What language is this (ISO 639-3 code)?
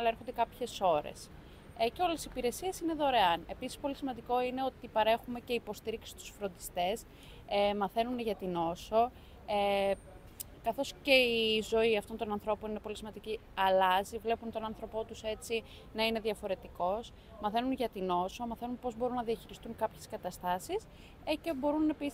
ell